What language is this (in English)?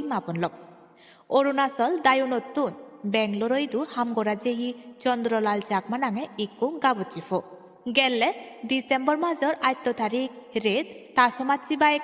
Chakma